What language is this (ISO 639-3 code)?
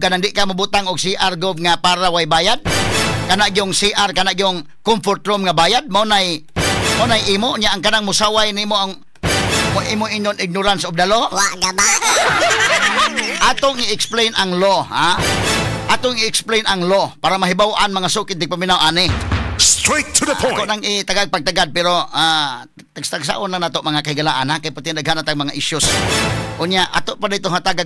ceb